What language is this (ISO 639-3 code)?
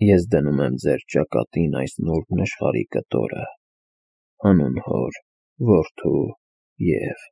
hye